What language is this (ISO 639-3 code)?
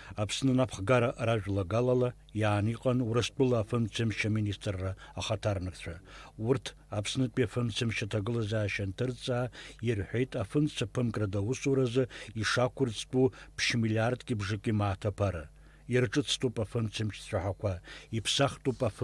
abk